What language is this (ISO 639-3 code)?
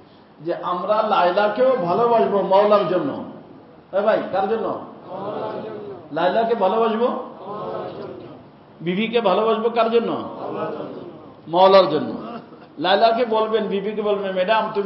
ben